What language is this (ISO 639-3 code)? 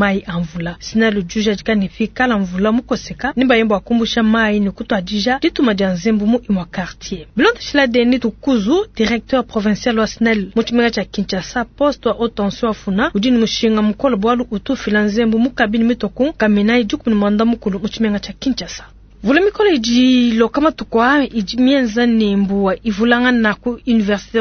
lua